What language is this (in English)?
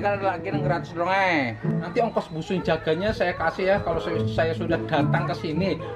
Banjar